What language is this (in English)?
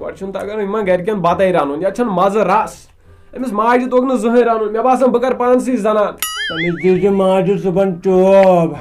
Kashmiri